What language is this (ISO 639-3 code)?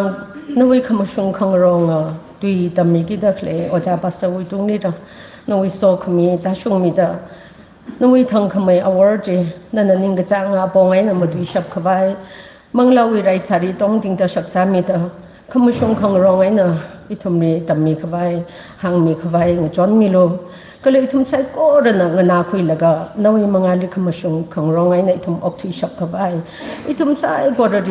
nmf